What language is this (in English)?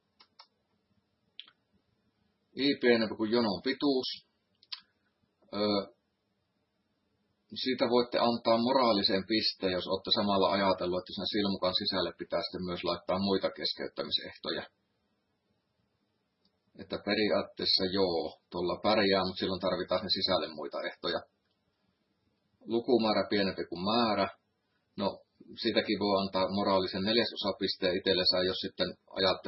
Finnish